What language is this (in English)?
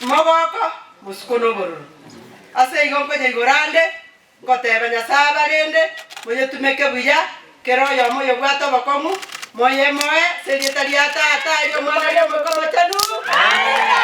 Gusii